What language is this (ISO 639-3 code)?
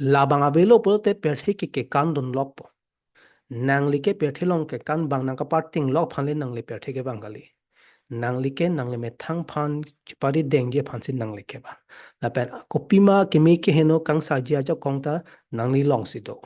mjw